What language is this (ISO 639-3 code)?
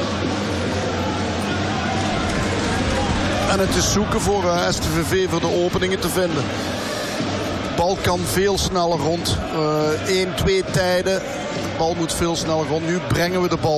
nld